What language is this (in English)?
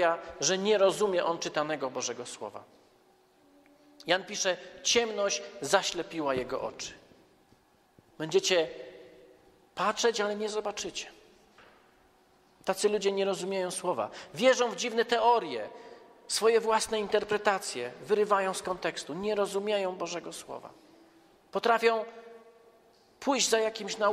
Polish